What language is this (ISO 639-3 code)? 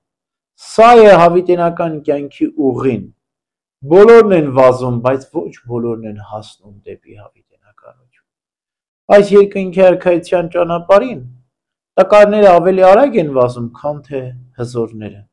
hye